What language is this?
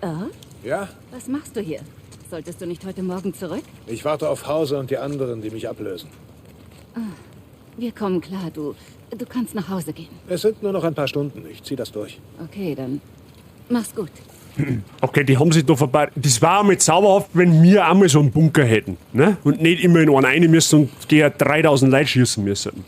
Bavarian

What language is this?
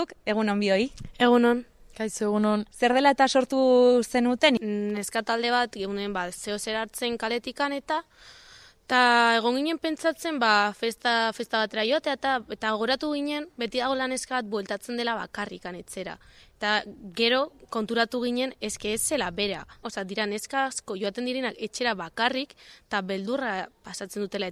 Basque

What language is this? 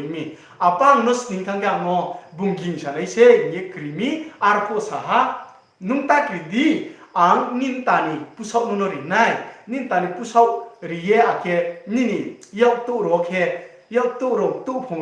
Riang (India)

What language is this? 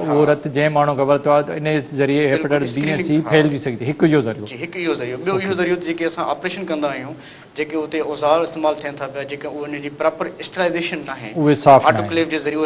Sindhi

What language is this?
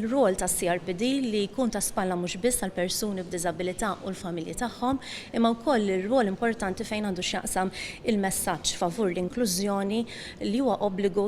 Maltese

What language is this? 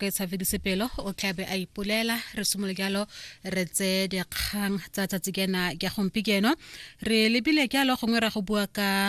Tswana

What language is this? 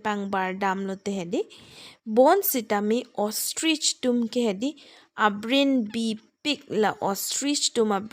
Karbi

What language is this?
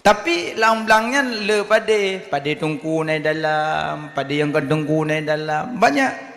Achinese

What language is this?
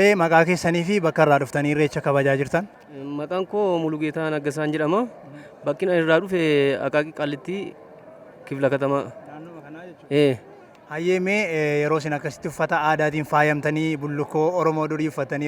Oromo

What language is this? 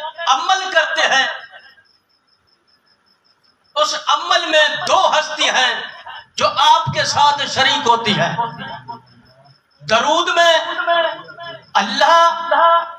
Urdu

